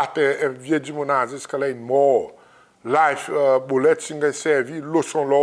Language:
Seselwa Creole French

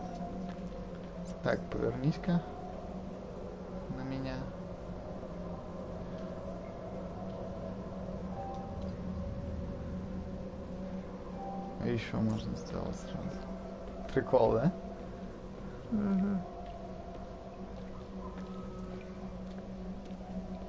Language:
Russian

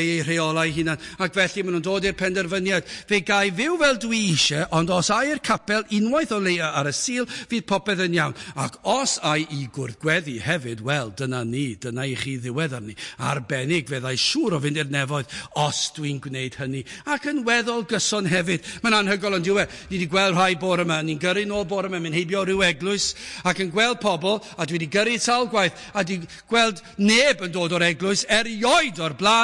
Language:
Welsh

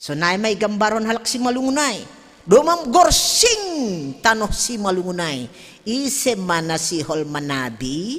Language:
Batak Simalungun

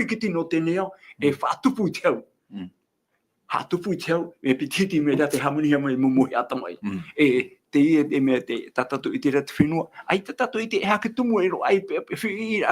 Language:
Tahitian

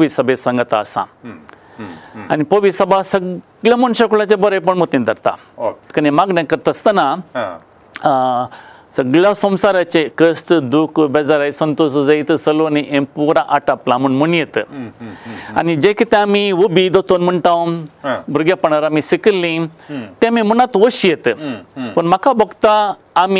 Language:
Konkani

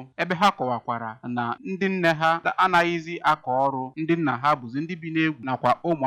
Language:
Igbo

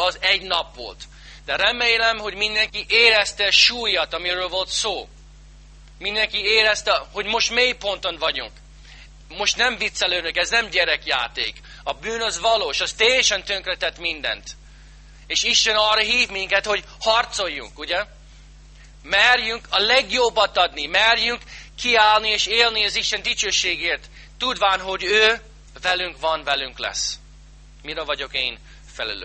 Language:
Hungarian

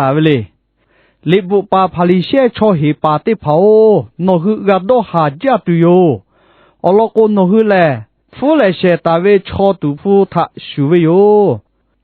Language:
Lahu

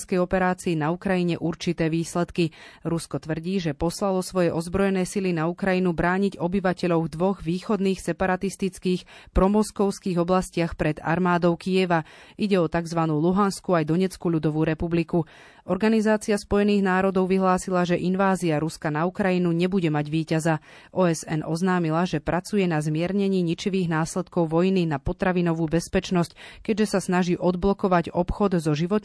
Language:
Slovak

